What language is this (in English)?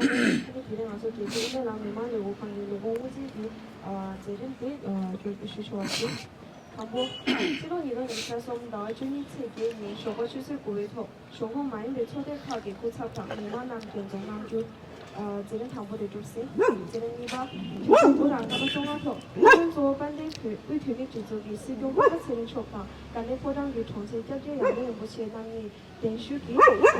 Tibetan